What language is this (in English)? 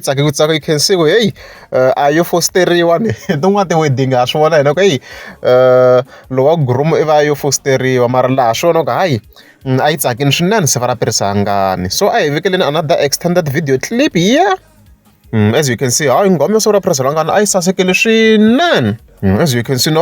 Tsonga